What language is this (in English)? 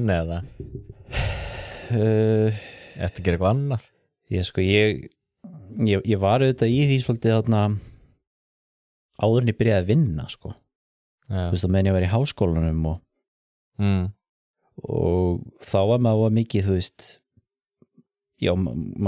Icelandic